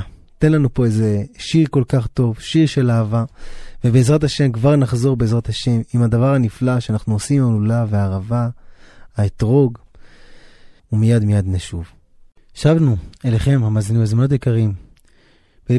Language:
Hebrew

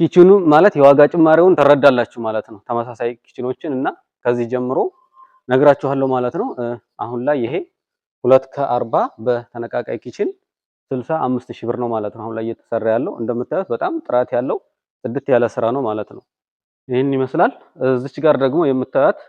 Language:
Amharic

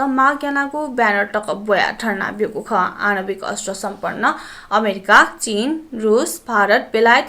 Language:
Newari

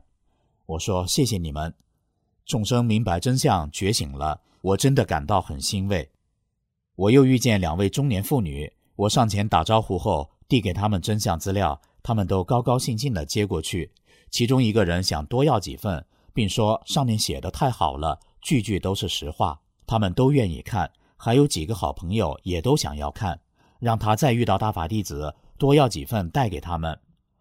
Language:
Chinese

